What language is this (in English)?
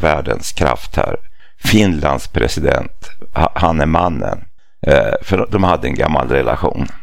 Swedish